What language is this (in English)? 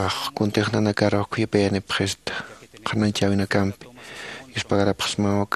Aymara